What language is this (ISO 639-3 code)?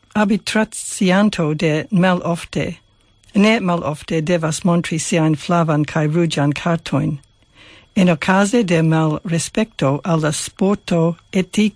epo